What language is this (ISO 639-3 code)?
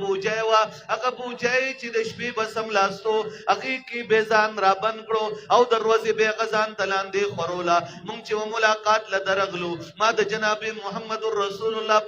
pus